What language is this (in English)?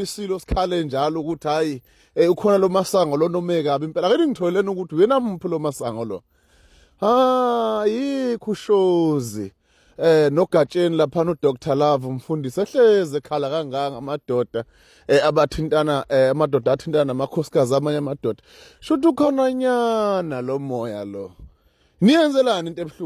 Zulu